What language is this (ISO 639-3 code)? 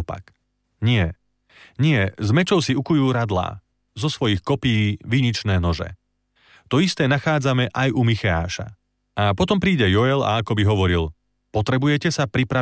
slk